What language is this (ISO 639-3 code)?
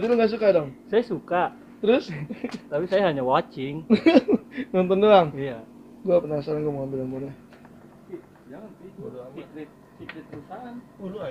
bew